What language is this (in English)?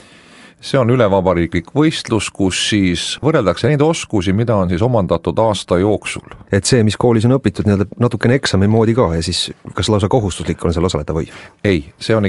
Estonian